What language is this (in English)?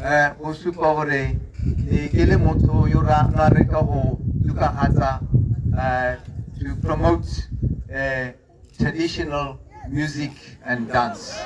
Tswana